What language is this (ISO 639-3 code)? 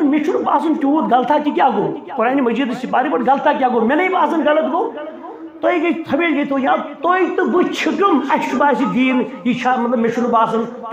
kas